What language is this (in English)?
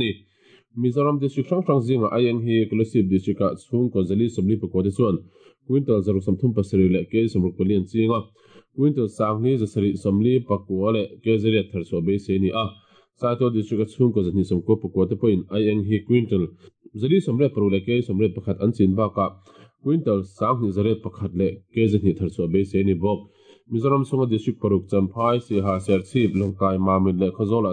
Mizo